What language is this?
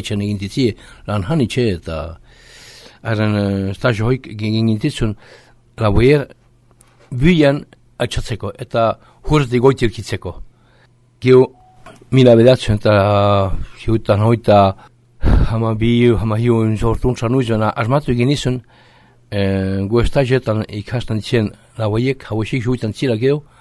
Basque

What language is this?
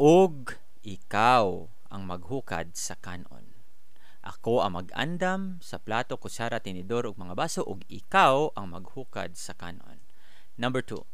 Cebuano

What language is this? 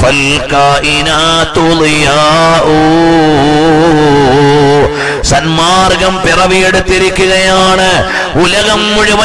Malayalam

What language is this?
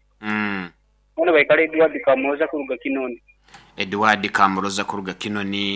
Nyoro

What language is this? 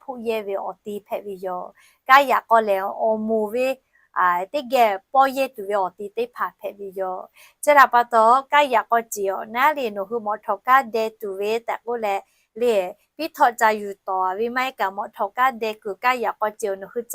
Lahu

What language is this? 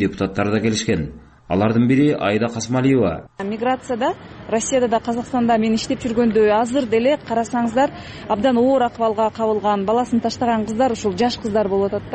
Kyrgyz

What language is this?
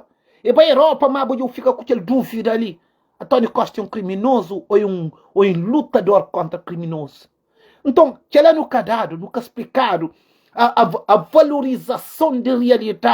Kabuverdianu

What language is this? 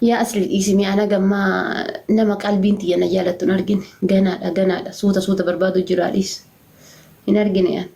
Oromo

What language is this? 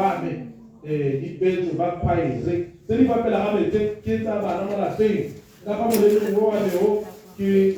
Tswana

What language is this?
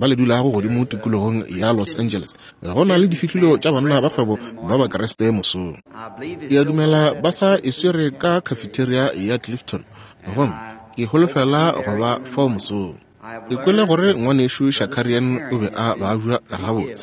Northern Sotho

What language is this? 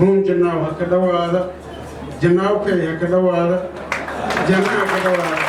Somali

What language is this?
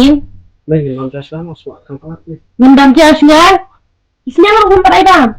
Khasi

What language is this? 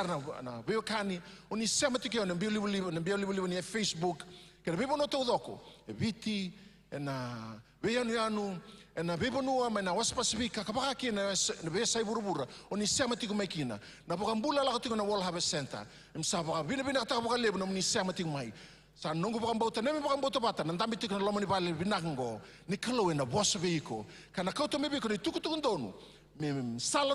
Fijian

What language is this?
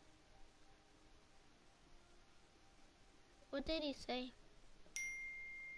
English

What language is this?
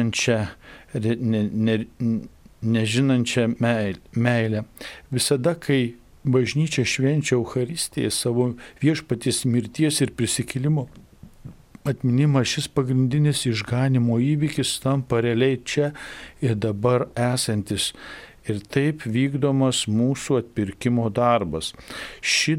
Lithuanian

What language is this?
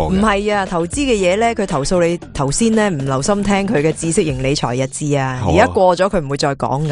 Cantonese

